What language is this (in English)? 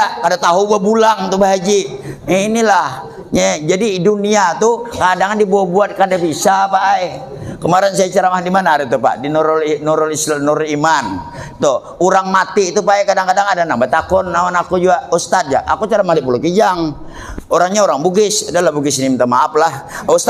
Banjar